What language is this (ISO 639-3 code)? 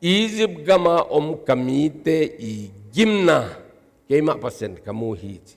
ctd